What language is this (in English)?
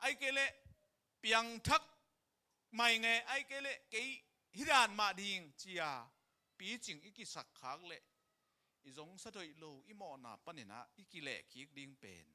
Tedim Chin